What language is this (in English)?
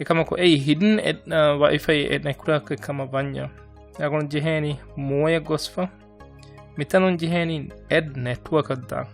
Divehi